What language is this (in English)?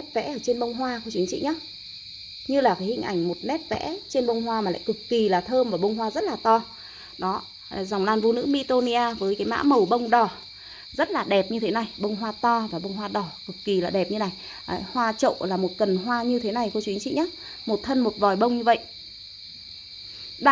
Vietnamese